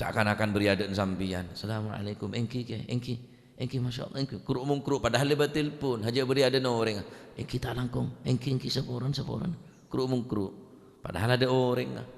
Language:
Madurese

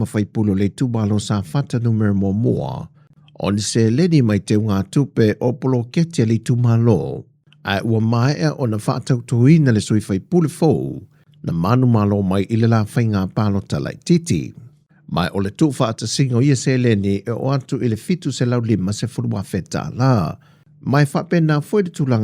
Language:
Samoan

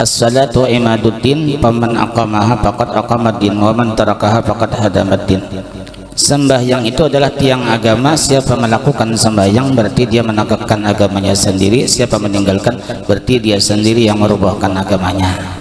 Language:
Banjar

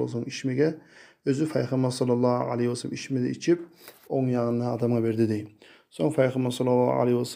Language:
Kumyk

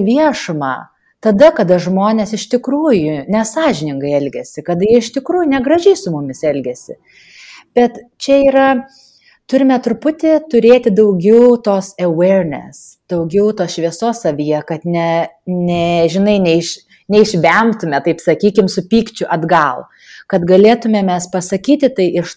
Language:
Lithuanian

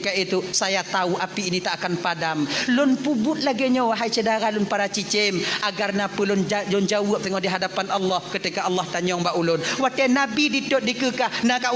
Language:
Achinese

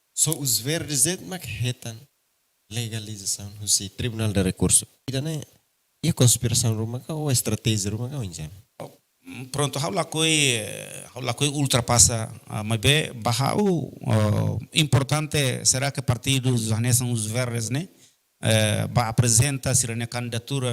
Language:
Tetum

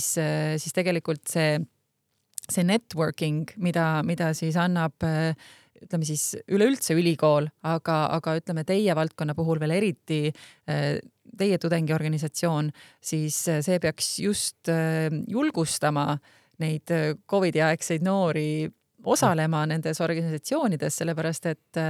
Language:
Estonian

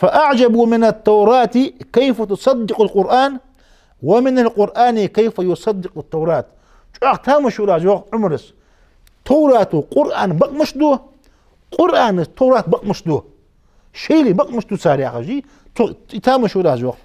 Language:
Ingush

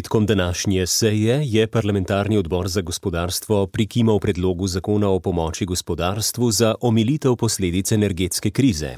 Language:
Slovenian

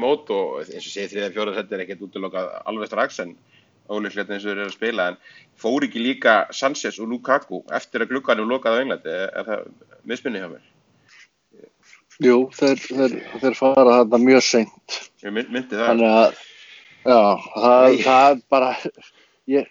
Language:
Icelandic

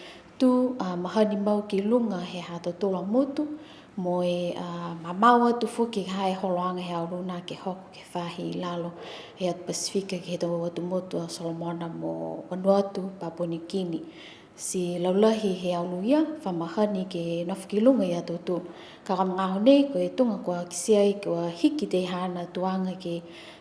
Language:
Niuean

